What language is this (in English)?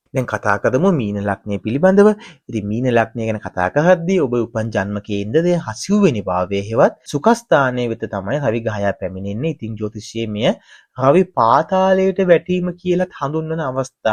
Sinhala